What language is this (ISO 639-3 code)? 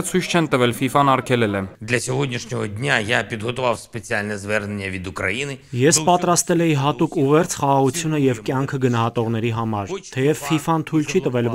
hye